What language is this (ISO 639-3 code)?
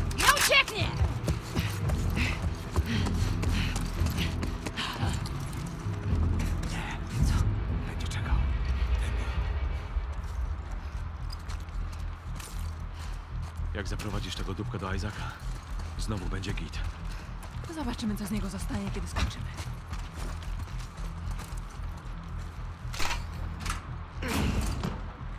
pol